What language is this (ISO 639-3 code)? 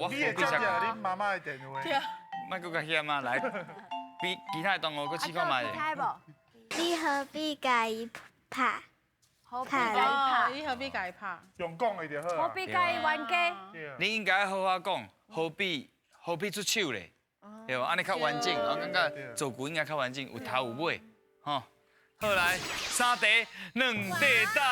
nan